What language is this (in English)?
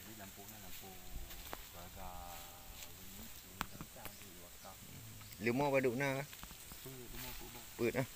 Achinese